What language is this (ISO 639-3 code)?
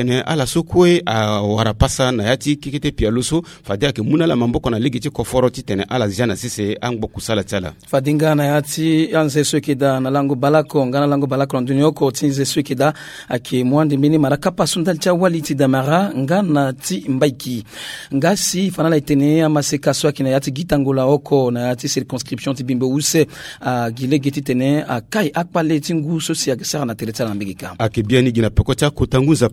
sag